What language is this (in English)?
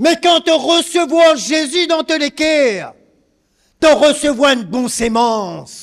Morisyen